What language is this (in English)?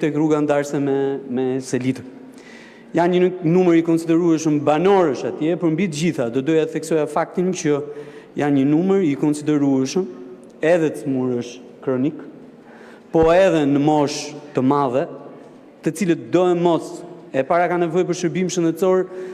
Albanian